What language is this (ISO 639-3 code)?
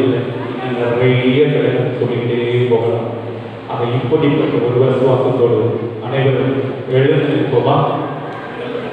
tam